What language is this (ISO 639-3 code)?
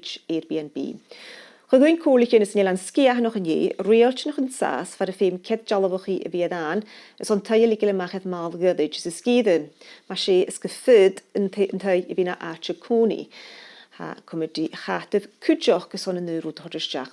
gla